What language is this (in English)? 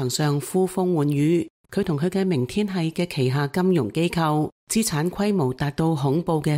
Cantonese